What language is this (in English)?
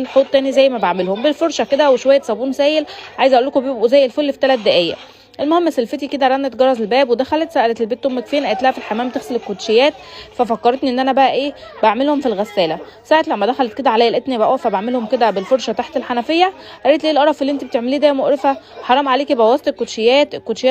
Egyptian Arabic